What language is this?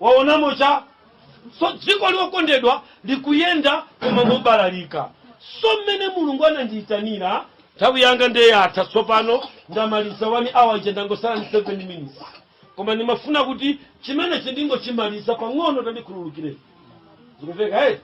Nyanja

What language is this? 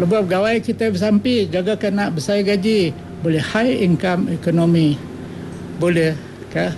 Iban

